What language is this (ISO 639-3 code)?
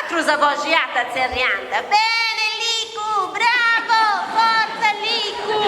srd